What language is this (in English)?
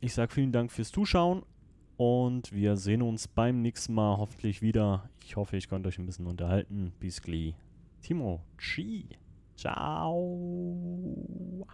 Swiss German